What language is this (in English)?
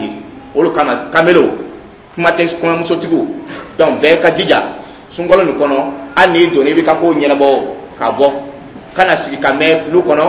Dyula